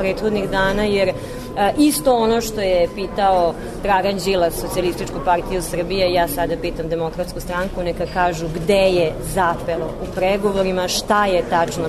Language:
Serbian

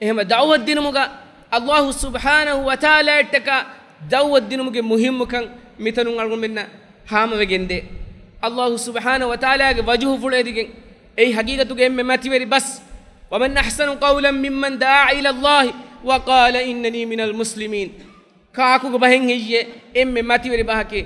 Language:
Divehi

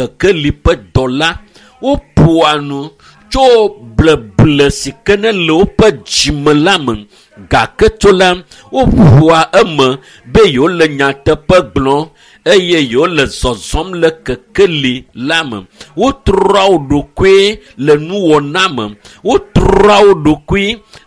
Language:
Ewe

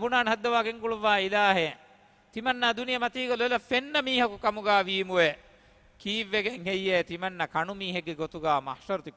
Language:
Divehi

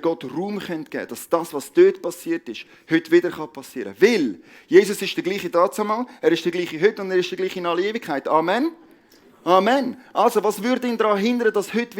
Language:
Swiss German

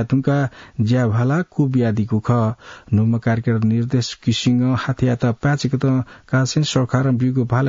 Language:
Newari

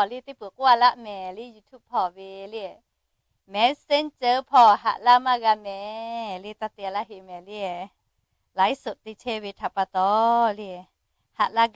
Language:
Lahu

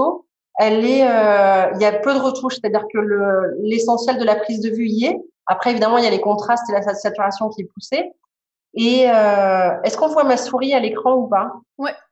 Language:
French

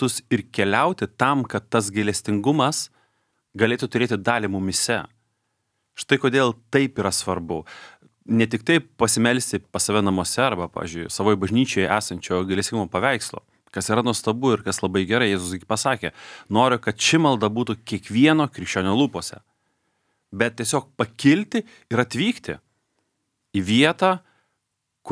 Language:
Lithuanian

